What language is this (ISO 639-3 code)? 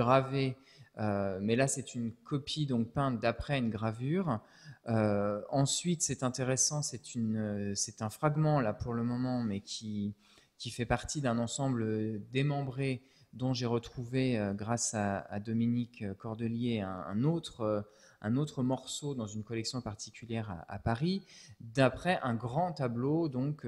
fra